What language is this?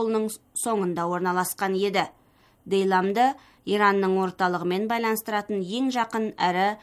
Kazakh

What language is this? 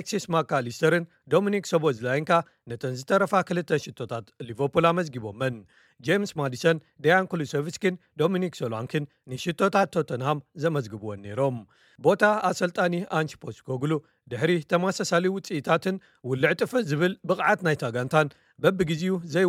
Tigrinya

